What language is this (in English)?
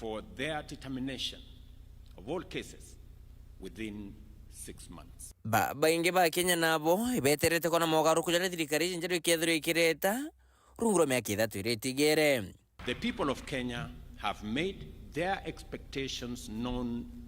Meru